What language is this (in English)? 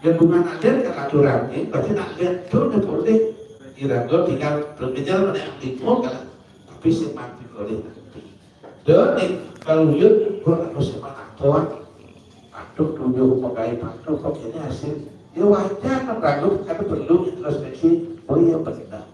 Balinese